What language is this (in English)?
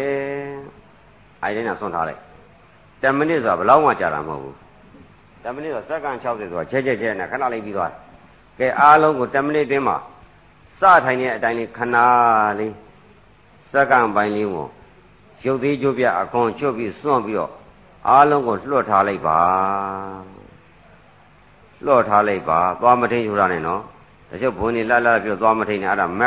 Burmese